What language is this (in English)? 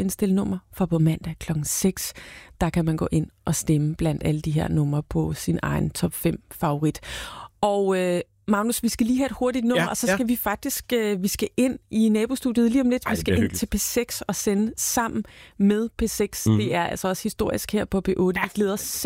Danish